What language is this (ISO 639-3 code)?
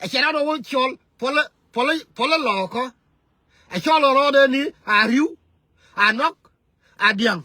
nus